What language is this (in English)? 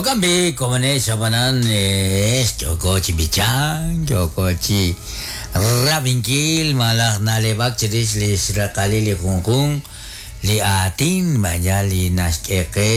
Kekchí